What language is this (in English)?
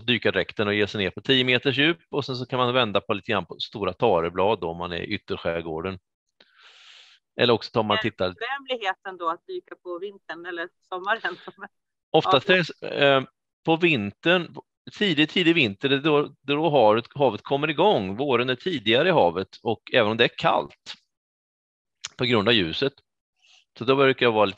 Swedish